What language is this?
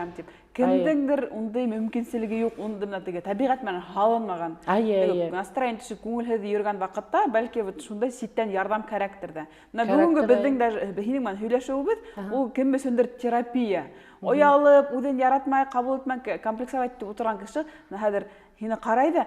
Bashkir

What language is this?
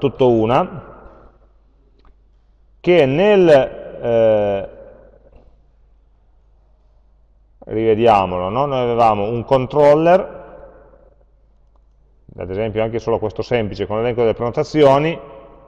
Italian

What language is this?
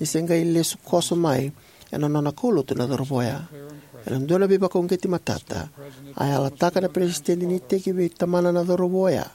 Fijian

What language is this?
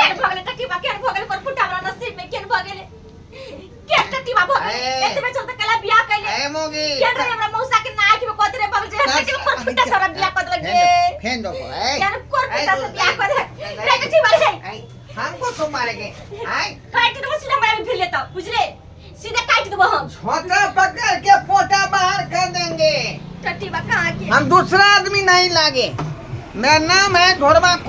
Maithili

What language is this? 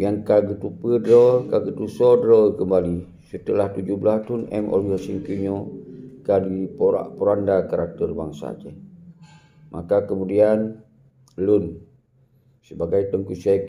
Achinese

